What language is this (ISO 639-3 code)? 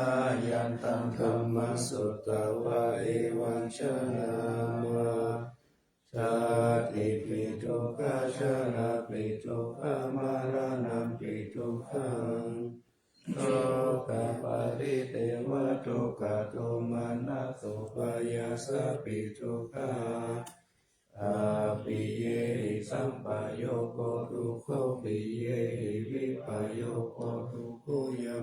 pli